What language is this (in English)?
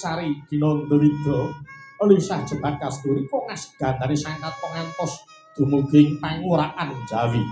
Javanese